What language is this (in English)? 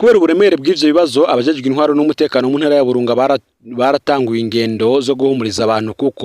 Rundi